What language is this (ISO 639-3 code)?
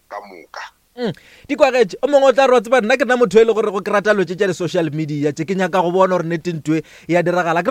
nso